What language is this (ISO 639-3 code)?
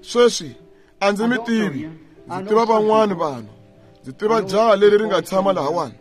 tso